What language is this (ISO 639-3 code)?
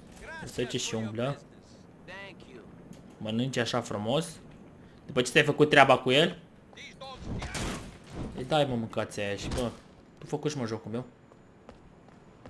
ron